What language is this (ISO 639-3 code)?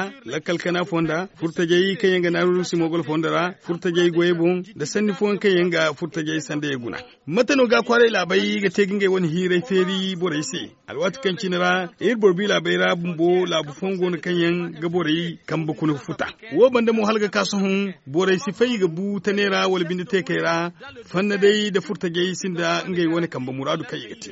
dje